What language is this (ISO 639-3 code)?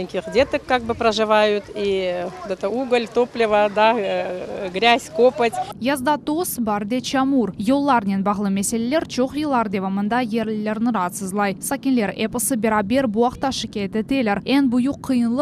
crh